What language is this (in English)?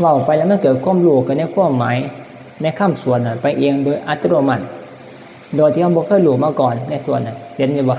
Northeastern Thai